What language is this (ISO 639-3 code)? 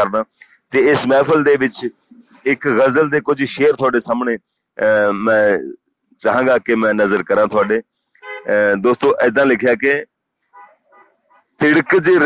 pan